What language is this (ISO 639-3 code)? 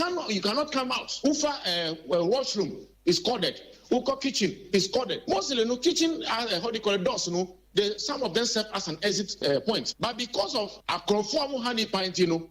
aka